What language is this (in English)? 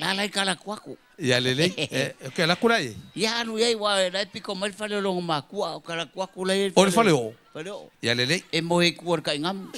Samoan